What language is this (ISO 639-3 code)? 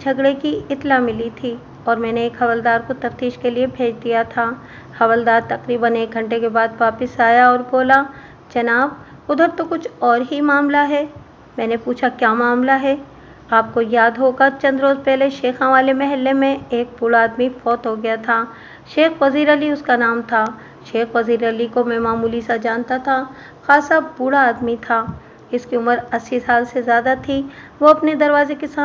urd